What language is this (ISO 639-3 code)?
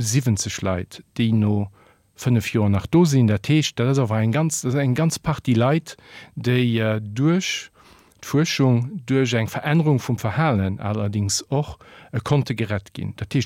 ltz